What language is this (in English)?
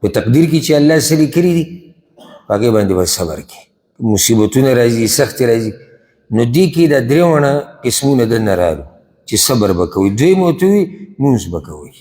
Pashto